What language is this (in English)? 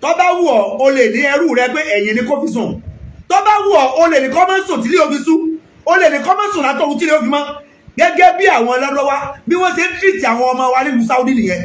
Yoruba